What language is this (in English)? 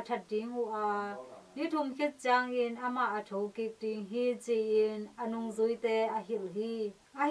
Tedim Chin